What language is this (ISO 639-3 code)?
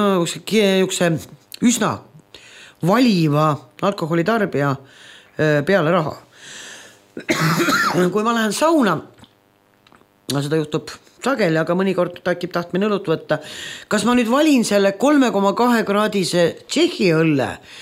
est